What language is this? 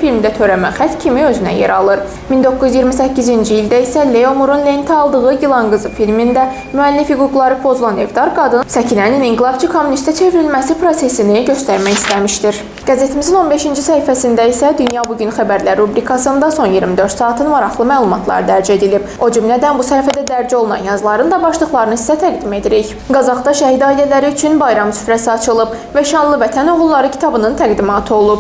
Azerbaijani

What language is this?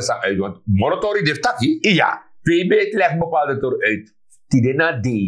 Sranan Tongo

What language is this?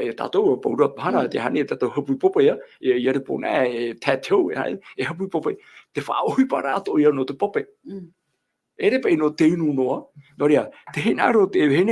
Tahitian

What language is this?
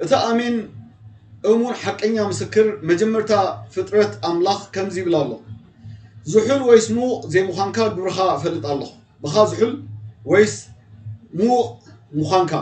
Tigrinya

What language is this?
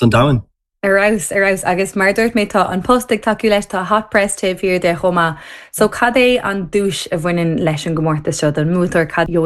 Irish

